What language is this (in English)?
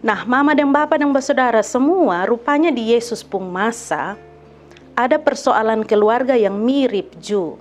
Kupang Malay